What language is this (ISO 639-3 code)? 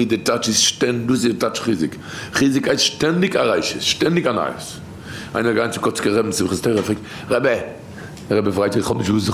yid